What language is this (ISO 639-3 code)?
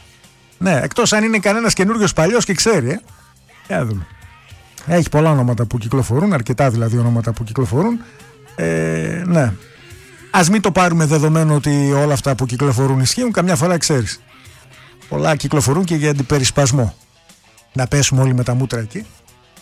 ell